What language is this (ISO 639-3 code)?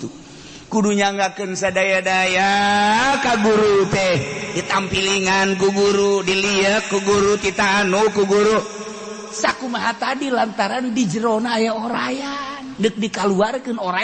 sun